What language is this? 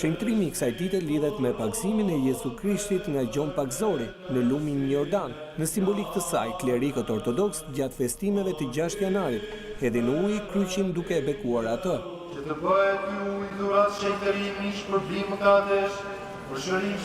Albanian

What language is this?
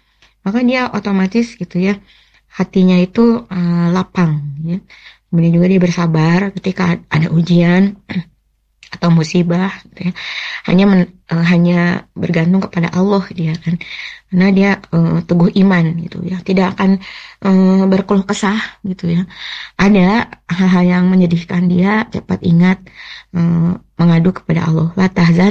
Indonesian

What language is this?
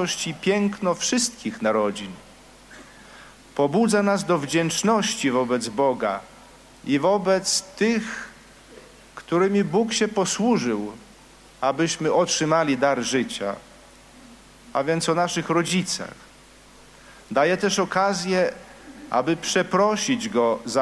Polish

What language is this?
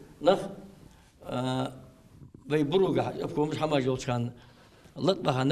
Ingush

